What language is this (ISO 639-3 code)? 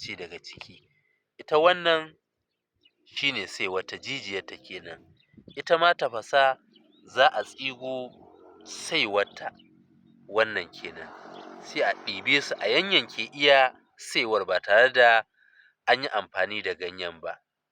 hau